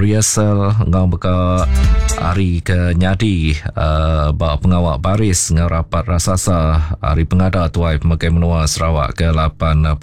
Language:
Iban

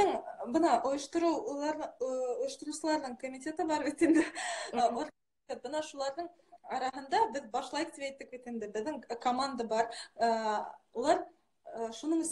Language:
Bashkir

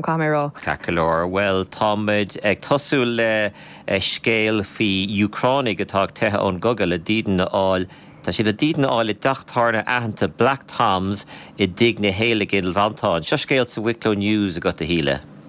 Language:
Irish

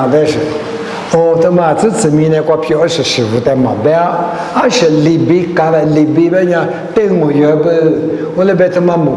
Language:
Lisu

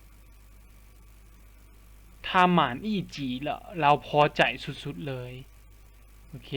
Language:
Lao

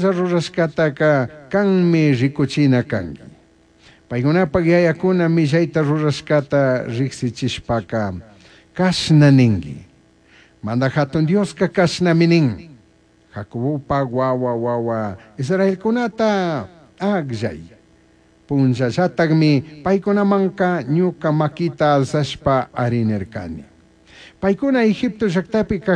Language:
Chimborazo Highland Quichua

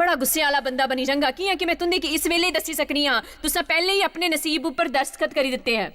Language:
Dogri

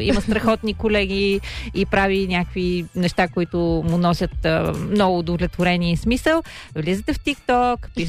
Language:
Bulgarian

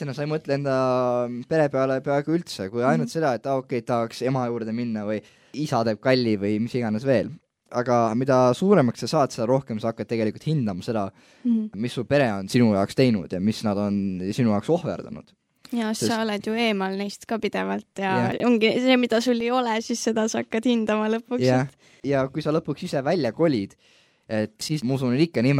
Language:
Estonian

